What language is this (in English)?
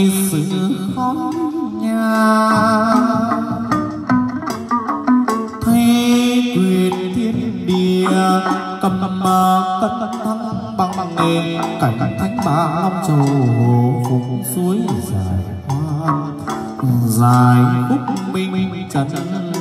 Vietnamese